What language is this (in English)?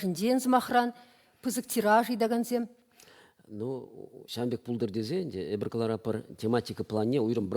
Chuvash